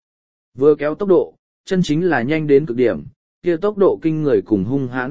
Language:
Vietnamese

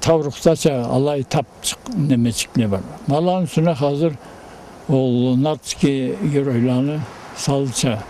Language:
Karachay-Balkar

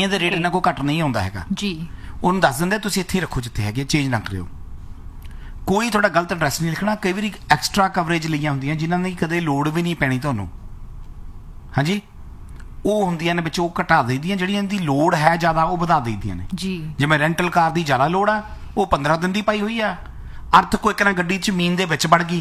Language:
Punjabi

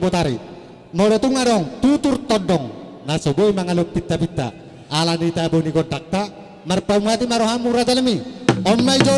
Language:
Batak Toba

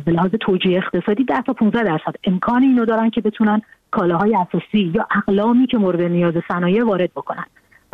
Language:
Persian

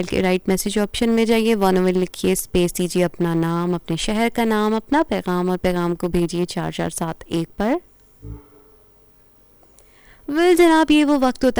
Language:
Urdu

